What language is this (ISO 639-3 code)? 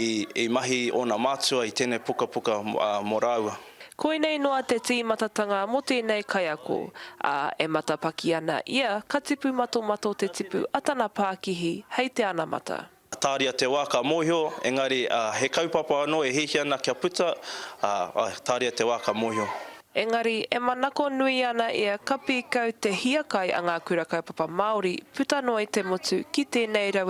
mri